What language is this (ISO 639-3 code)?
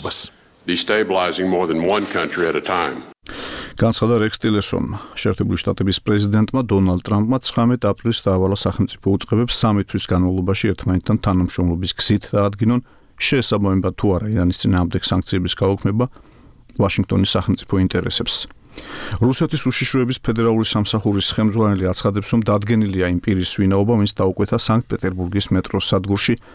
kat